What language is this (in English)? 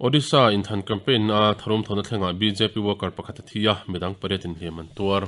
Mizo